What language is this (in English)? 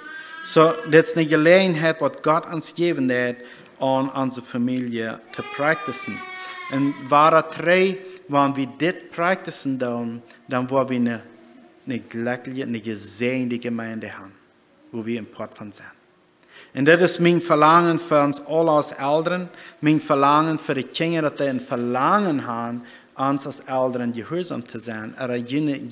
Plautdietsch